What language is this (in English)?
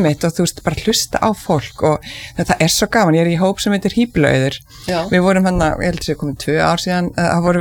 Icelandic